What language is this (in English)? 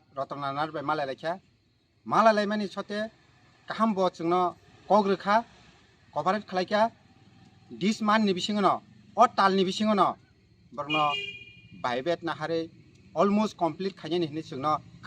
Kok Borok